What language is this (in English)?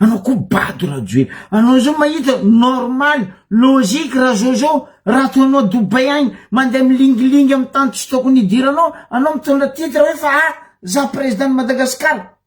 Malagasy